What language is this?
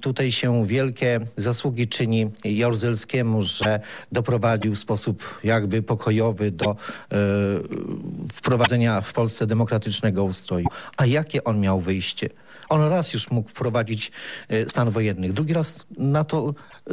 Polish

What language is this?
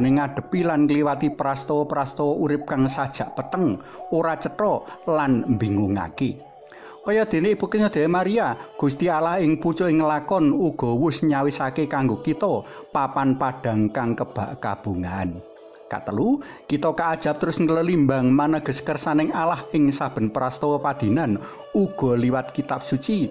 Javanese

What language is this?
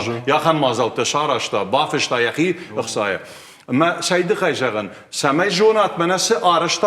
Ossetic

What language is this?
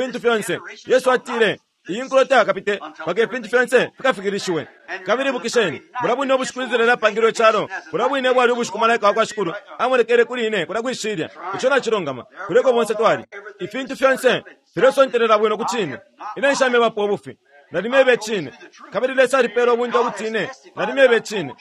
Bemba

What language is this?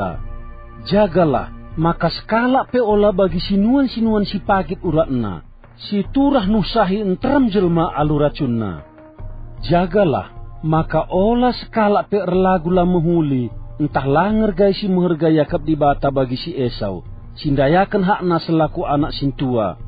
Batak Karo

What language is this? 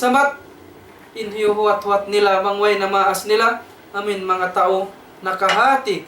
Tausug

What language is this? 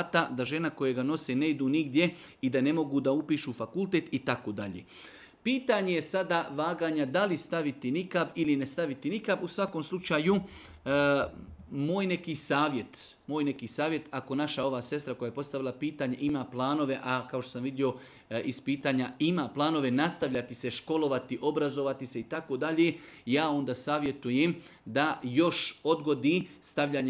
Serbian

